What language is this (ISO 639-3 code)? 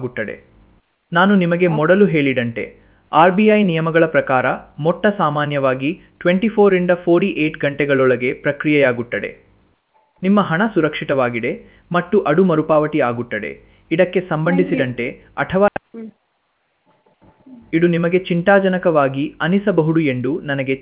kan